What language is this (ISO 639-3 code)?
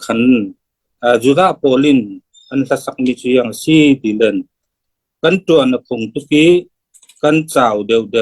cfm